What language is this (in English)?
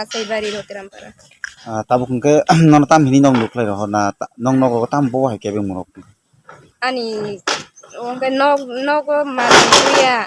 Kok Borok